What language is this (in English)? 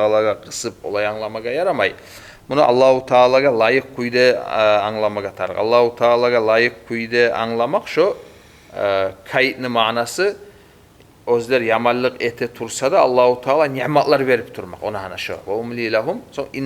Kumyk